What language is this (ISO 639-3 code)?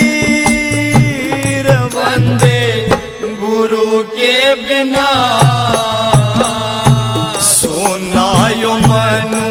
bgc